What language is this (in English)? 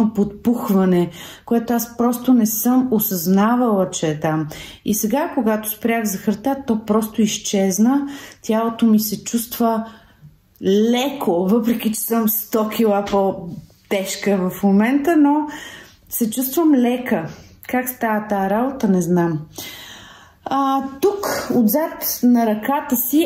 Bulgarian